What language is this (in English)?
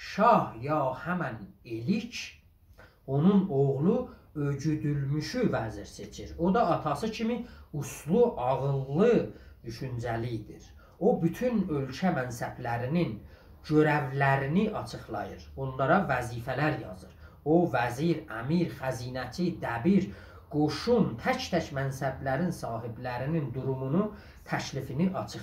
South Azerbaijani